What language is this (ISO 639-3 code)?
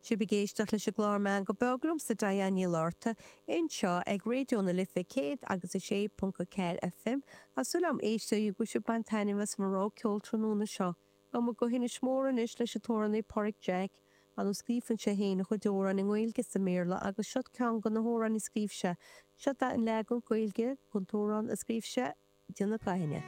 gle